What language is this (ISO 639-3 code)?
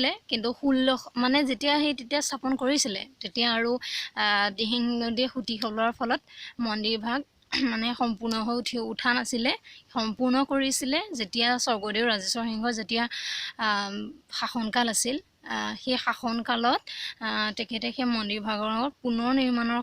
asm